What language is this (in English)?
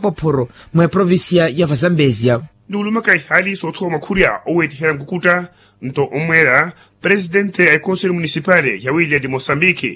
Makhuwa